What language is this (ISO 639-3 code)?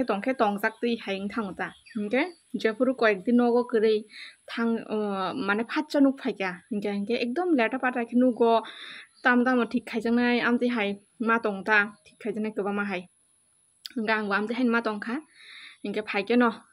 trp